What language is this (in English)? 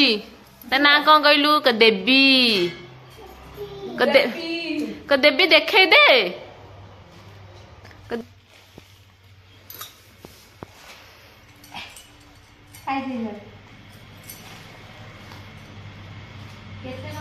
Odia